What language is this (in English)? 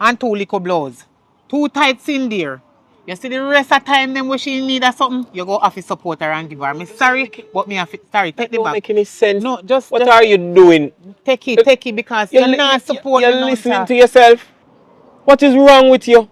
Jamaican Creole English